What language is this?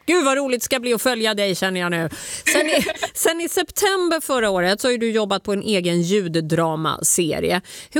Swedish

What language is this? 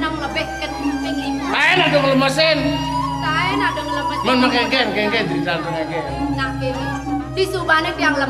Balinese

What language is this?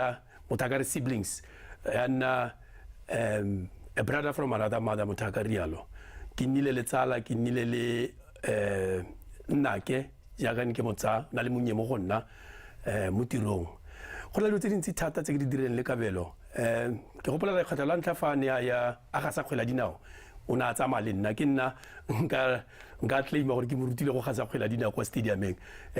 Tswana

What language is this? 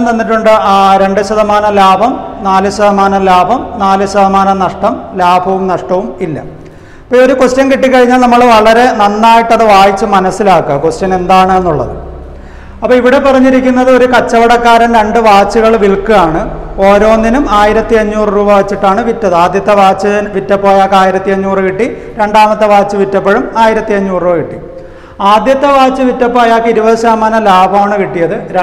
Malayalam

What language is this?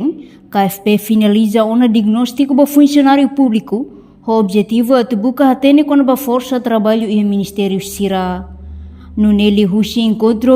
Tetum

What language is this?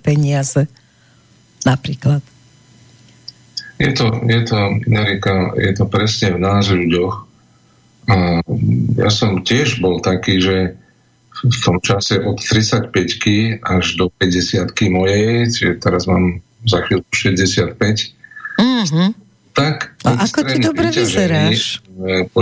Slovak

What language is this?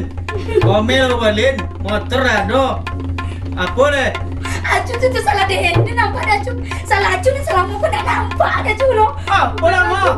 Minangkabau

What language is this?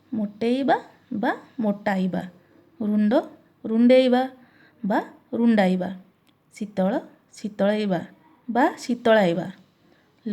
Odia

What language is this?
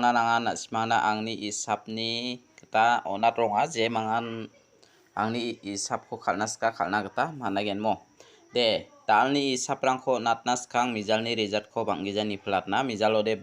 Garo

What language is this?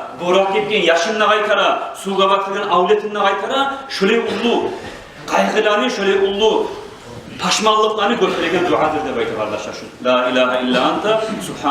Kumyk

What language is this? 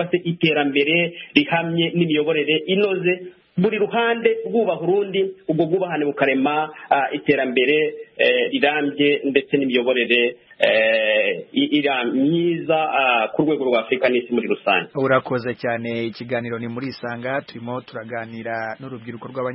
Kinyarwanda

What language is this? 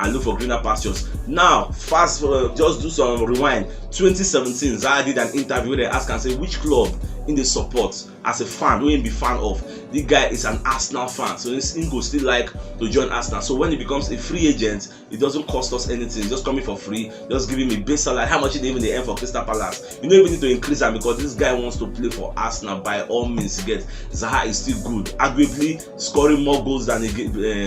Nigerian Pidgin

